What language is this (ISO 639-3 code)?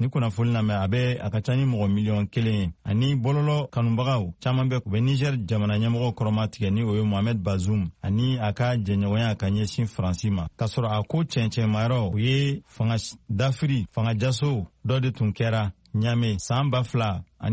bam